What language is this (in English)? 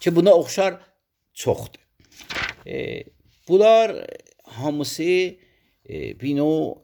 Azerbaijani